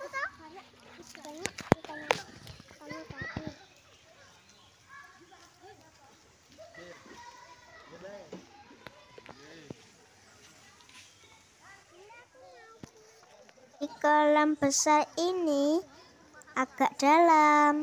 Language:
Indonesian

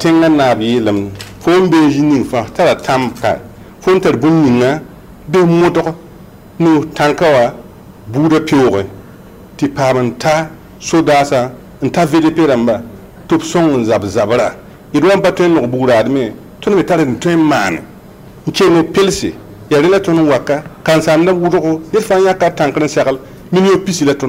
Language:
Mossi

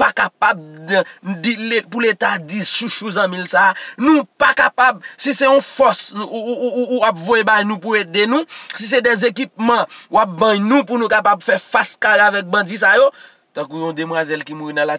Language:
Haitian Creole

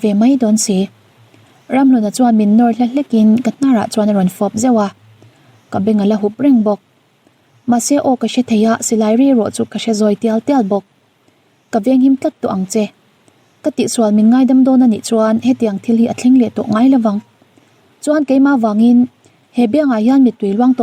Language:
Mizo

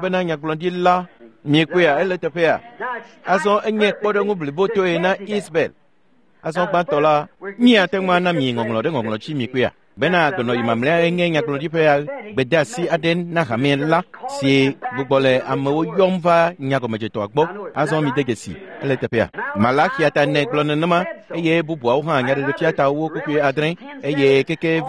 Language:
Ewe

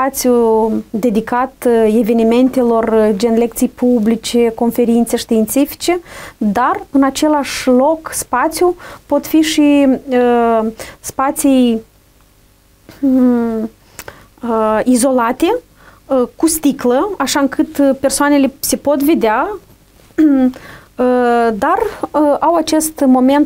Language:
Romanian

